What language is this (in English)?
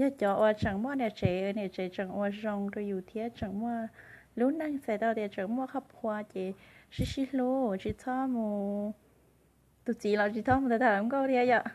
Hmong